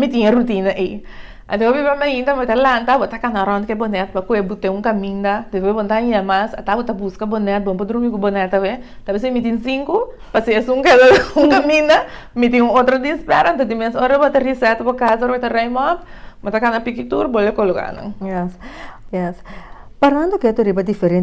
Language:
Papiamento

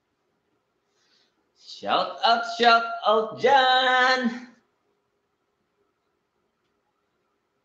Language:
Filipino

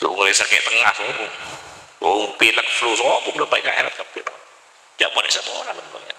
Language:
Madurese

